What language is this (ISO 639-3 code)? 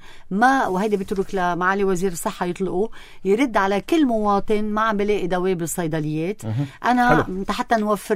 apc